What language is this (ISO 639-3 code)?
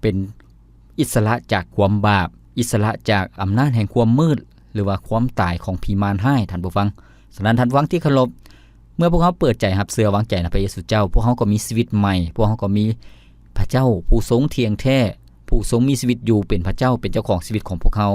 lao